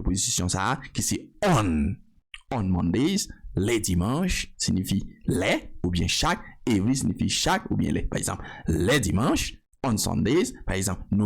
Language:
Haitian Creole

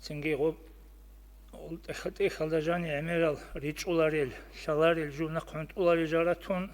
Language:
Avaric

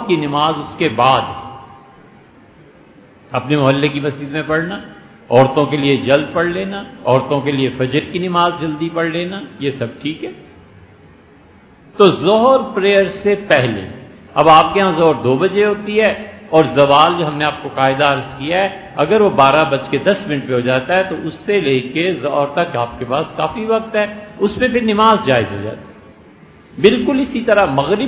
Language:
Urdu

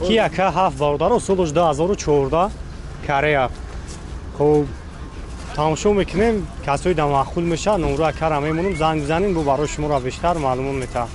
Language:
Tajik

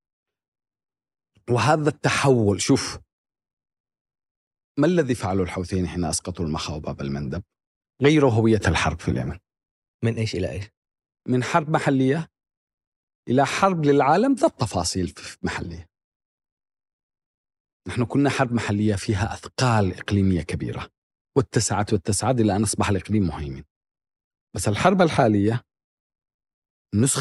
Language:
Arabic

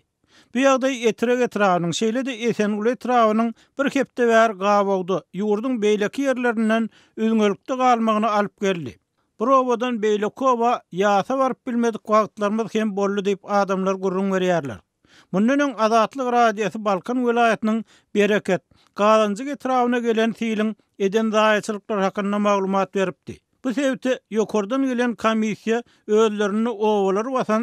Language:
Turkmen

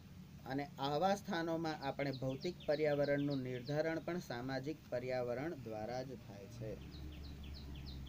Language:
Gujarati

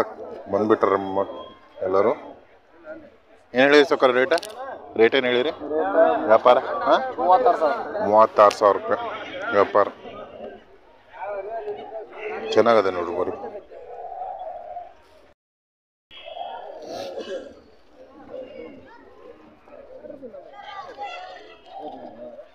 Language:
Kannada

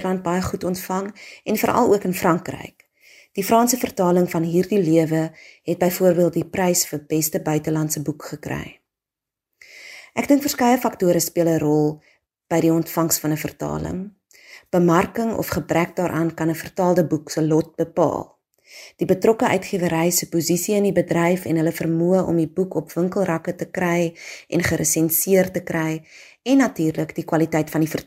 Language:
Afrikaans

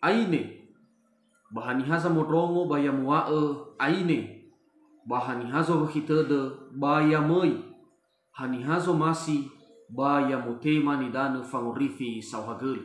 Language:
Nias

